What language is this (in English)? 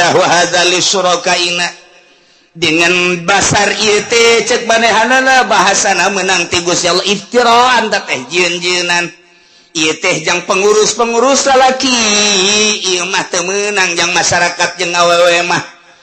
Sundanese